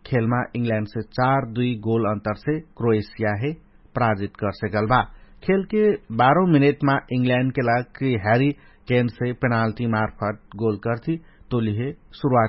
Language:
Dangaura Tharu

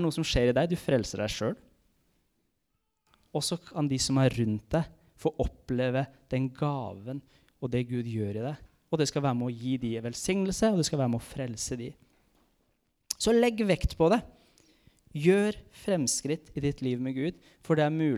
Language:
Norwegian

